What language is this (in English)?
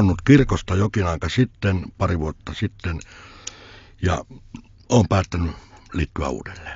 Finnish